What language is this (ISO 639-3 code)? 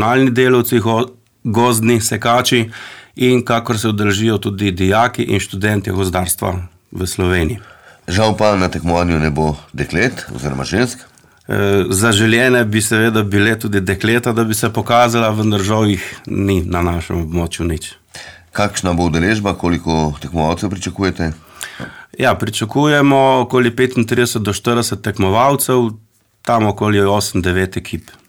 slv